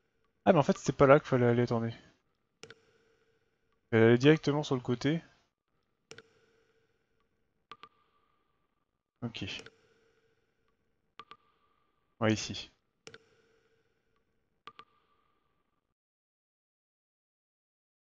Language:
French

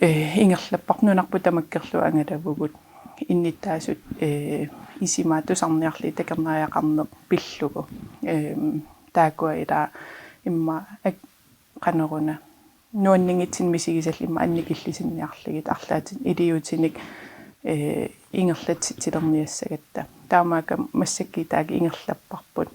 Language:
Kalaallisut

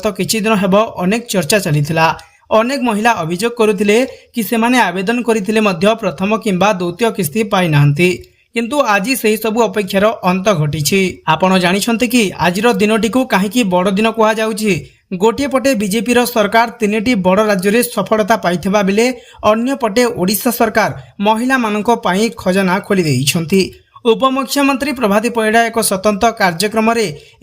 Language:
Odia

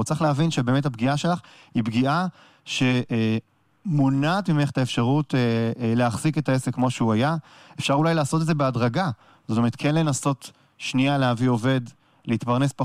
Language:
Hebrew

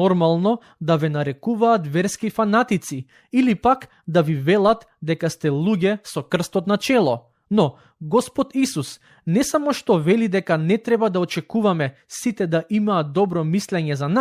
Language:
Macedonian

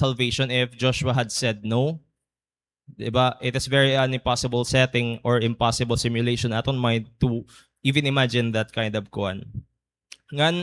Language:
Waray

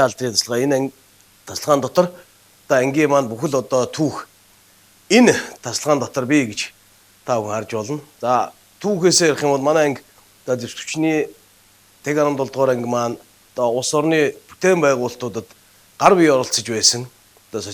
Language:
Mongolian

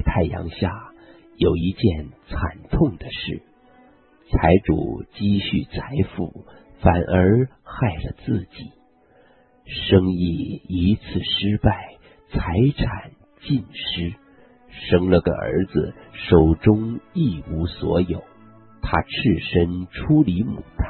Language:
Chinese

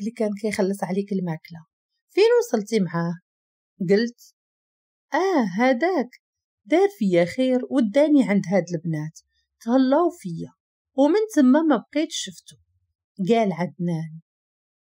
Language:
Moroccan Arabic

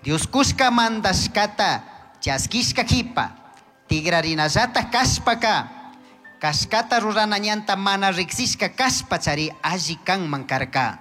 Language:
Chimborazo Highland Quichua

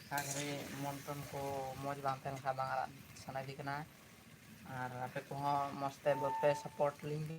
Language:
Santali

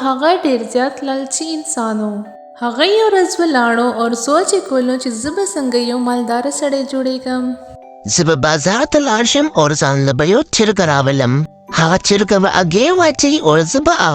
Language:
Pashto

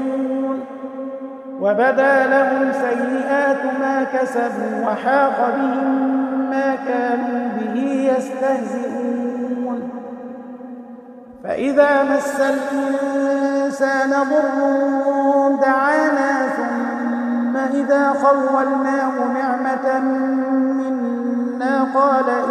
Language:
Arabic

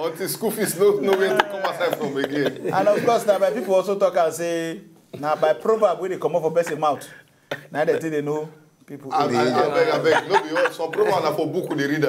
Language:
Nigerian Pidgin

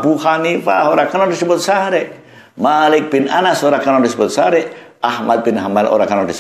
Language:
Javanese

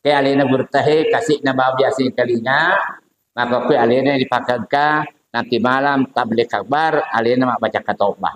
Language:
Buginese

